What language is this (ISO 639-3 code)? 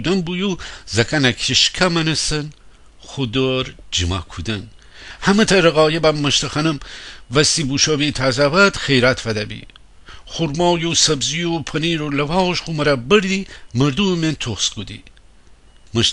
glk